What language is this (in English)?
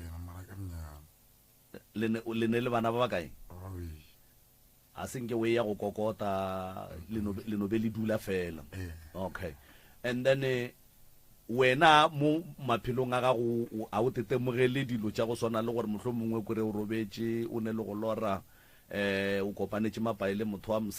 Northern Sotho